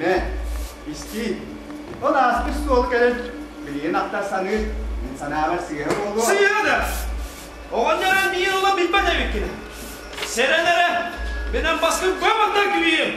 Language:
Yakut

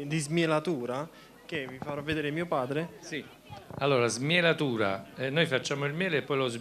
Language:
Italian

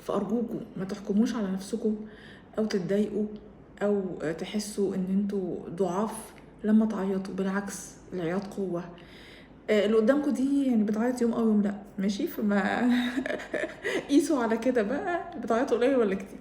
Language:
Egyptian Arabic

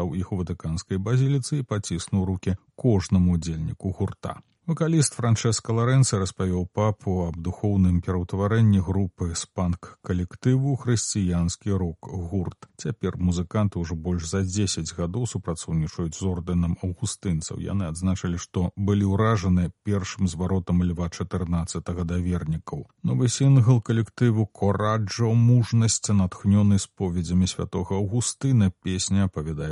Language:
Belarusian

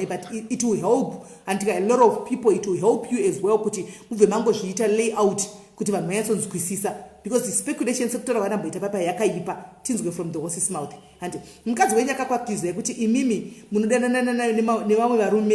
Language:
Shona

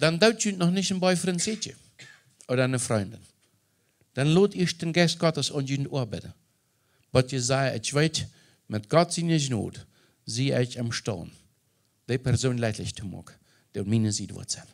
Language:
Plautdietsch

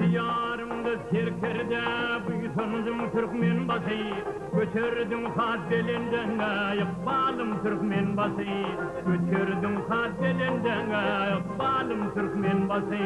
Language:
Turkmen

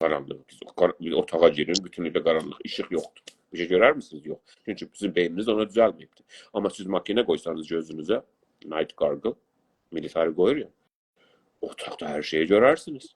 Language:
South Azerbaijani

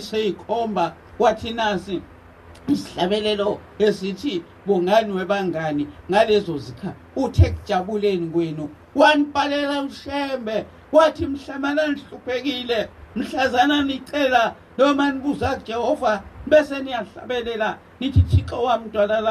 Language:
Zulu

